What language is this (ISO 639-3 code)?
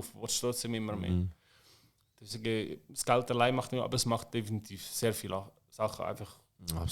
gsw